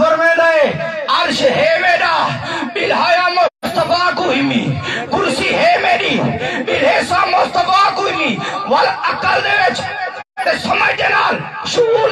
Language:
Saraiki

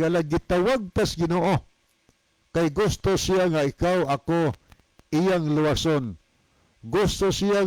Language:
Cebuano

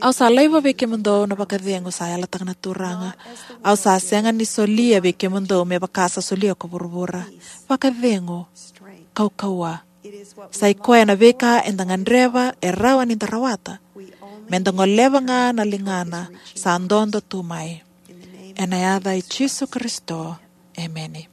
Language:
Fijian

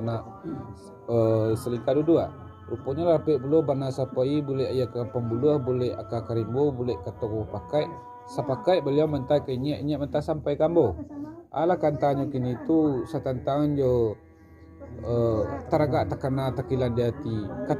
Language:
Minangkabau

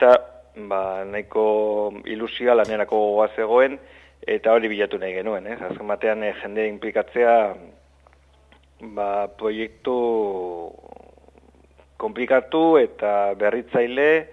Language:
Basque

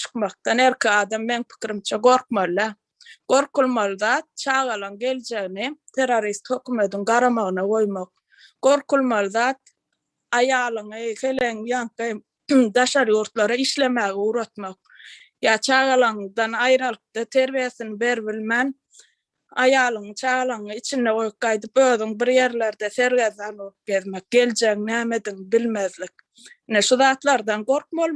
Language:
Turkmen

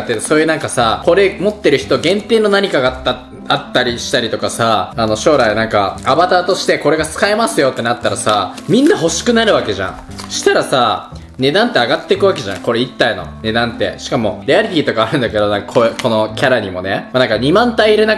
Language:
Japanese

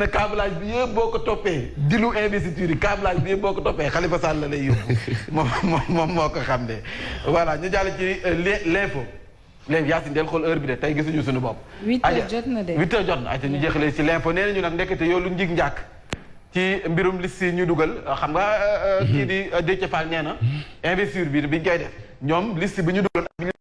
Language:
Wolof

